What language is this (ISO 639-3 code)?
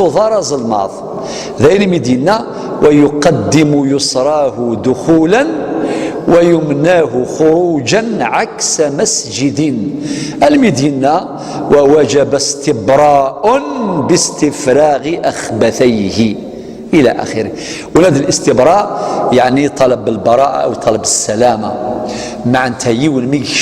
kab